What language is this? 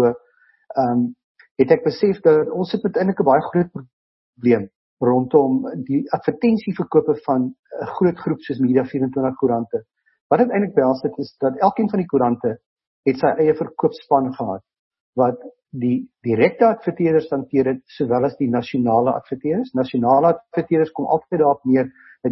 Afrikaans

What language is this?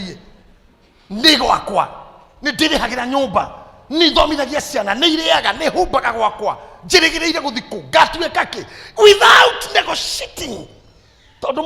Kikuyu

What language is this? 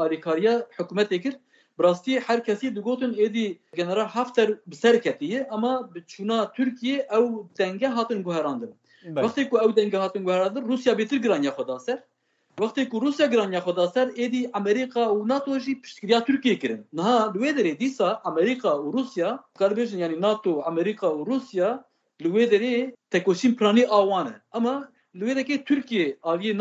Kurdish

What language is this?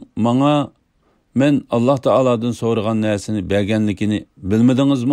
Uyghur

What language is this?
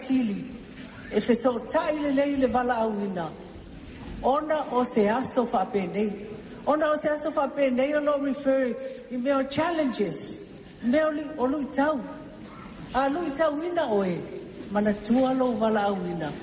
Samoan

